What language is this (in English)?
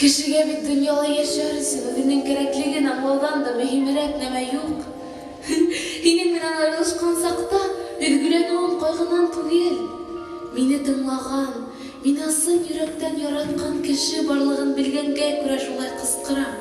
Bashkir